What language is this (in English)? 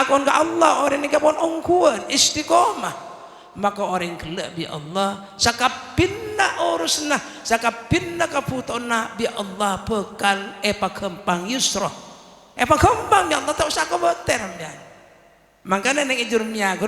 Madurese